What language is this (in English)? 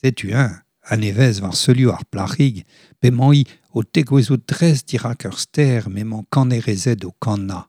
Breton